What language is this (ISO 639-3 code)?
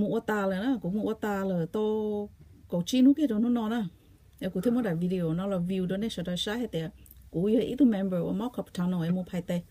hmn